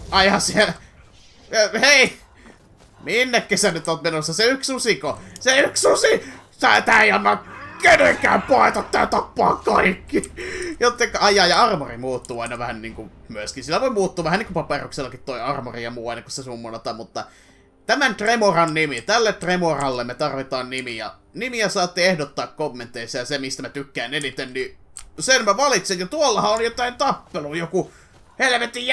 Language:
Finnish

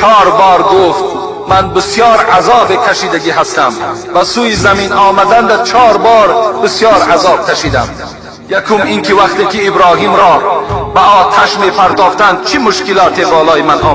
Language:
Tajik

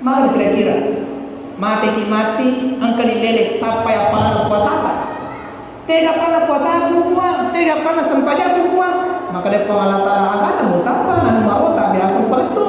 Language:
Buginese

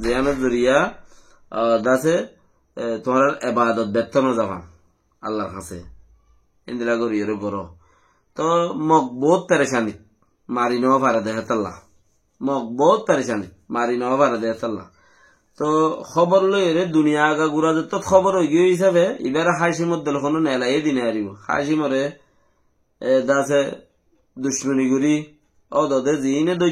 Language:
Rohingya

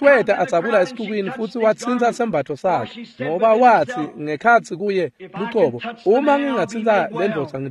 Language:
Swati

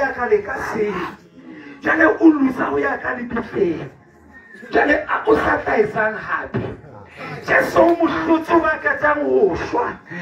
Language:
Southern Sotho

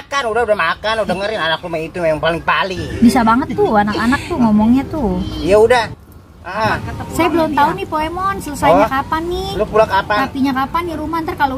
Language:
Betawi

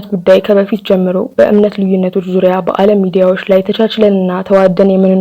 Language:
Amharic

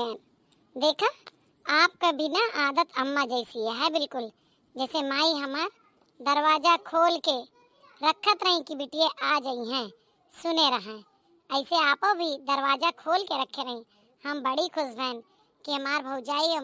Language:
Awadhi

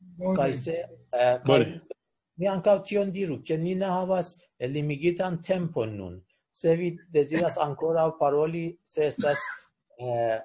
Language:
Esperanto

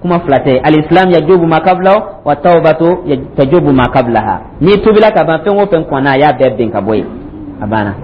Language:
Dyula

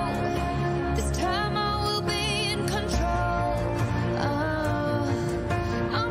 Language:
Kara-Kalpak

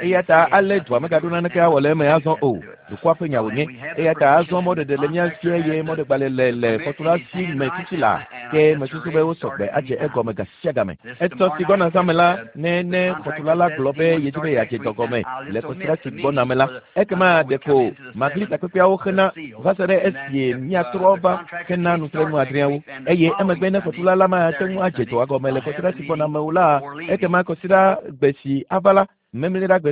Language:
Ewe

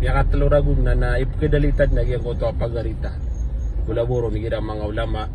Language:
Maranao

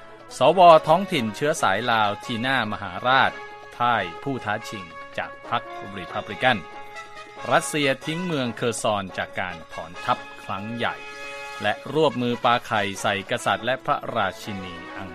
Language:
Thai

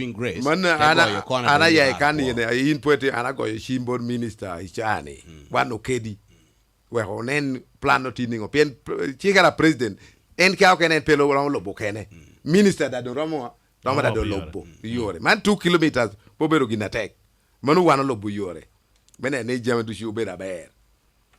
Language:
Lango (Uganda)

